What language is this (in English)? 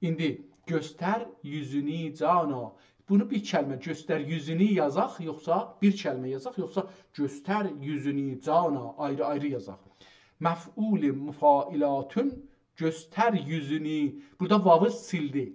South Azerbaijani